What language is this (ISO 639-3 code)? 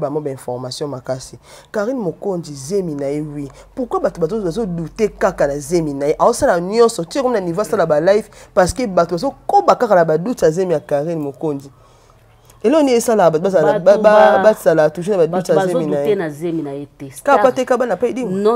lin